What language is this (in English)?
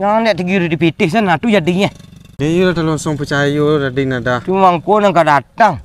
Minangkabau